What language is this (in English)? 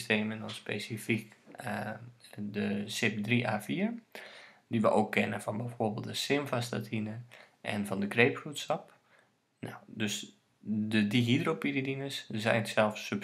Dutch